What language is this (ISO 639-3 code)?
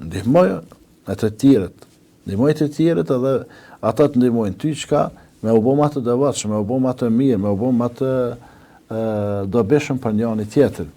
sqi